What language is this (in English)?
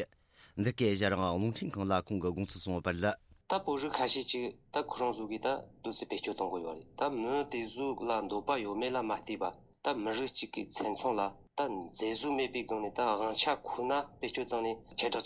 Tibetan